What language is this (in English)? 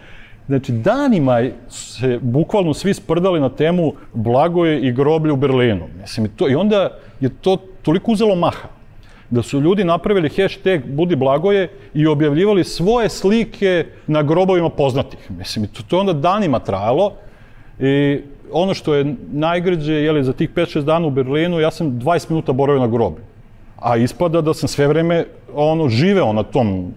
Serbian